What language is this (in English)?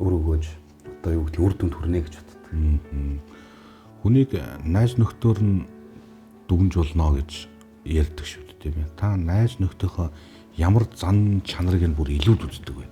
Mongolian